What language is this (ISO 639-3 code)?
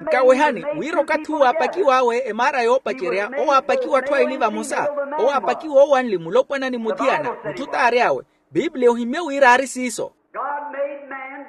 vmw